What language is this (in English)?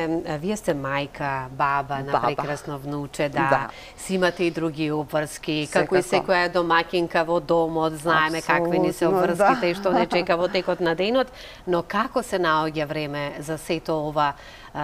Macedonian